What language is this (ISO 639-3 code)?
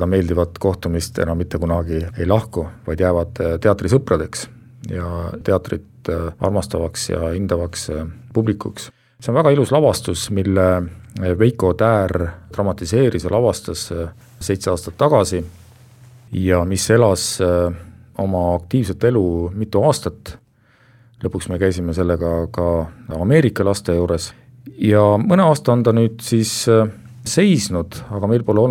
est